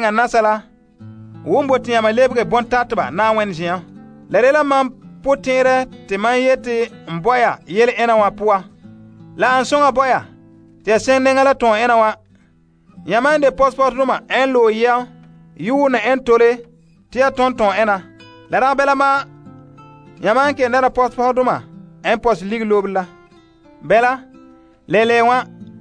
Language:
Frafra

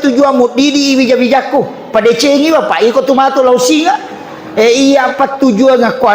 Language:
Buginese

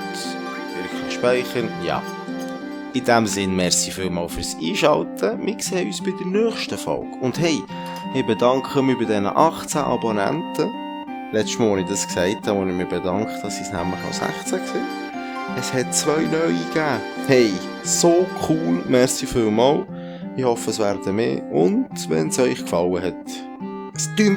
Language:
Swiss German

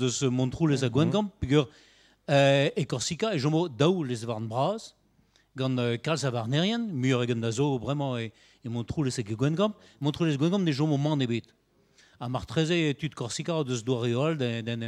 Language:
Breton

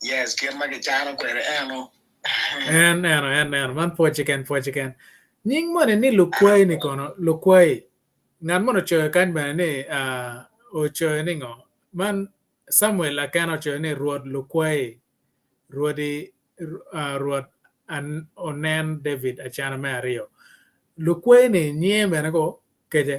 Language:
Acoli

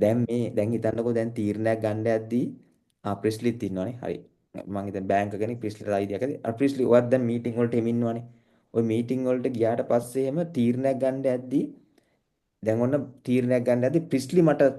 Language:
Sinhala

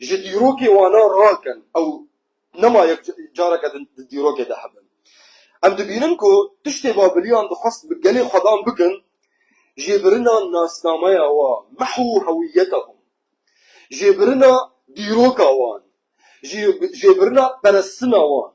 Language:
Kurdish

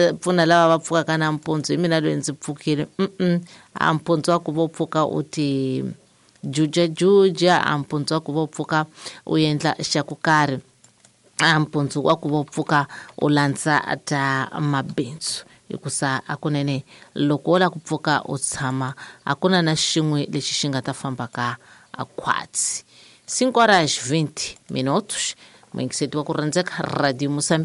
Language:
Tsonga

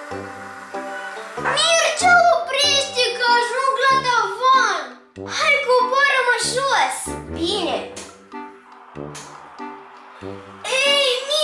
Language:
Romanian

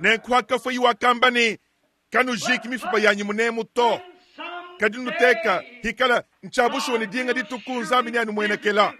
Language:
Luba-Lulua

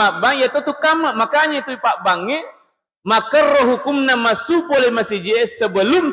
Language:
Buginese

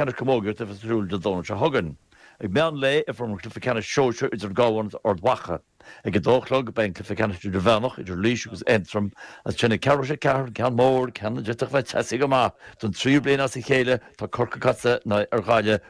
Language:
Irish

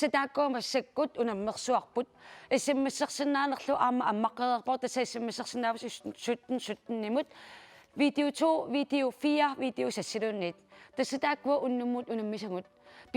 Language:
Kalaallisut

